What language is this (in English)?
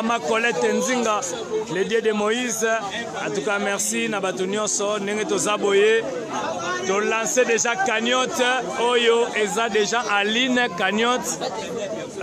Lingala